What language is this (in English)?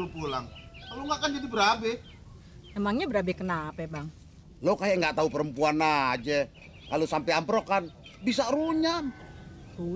Betawi